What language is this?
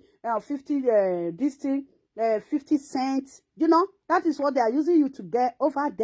Nigerian Pidgin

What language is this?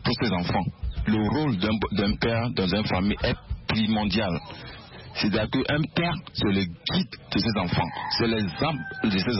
French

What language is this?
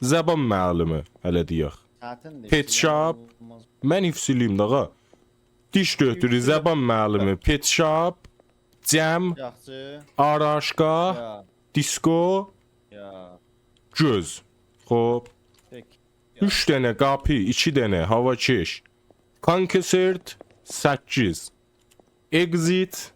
South Azerbaijani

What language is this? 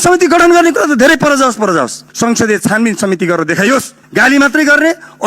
Nepali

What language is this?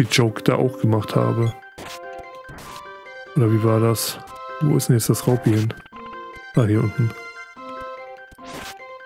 German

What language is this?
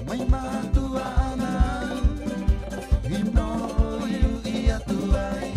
Rapanui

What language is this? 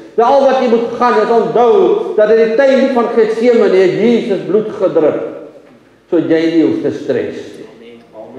Afrikaans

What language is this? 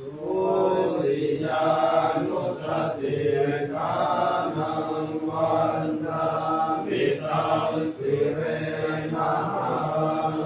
Pali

